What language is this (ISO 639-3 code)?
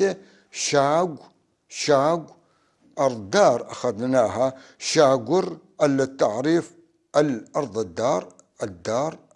apc